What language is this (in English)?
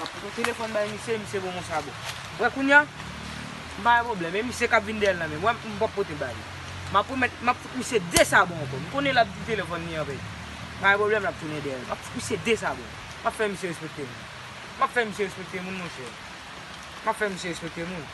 Haitian Creole